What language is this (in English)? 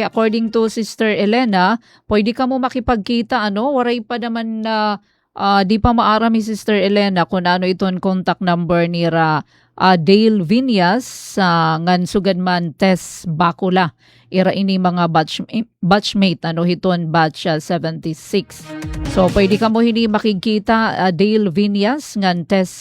Waray